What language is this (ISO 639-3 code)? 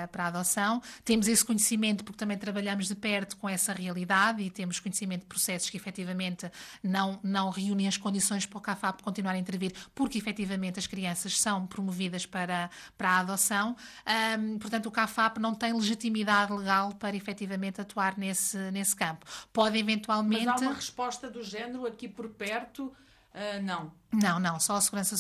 por